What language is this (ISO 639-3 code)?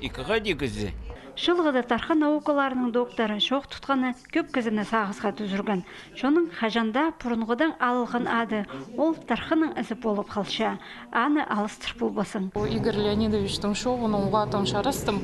kjh